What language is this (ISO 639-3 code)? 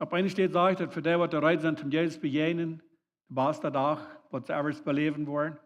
pdt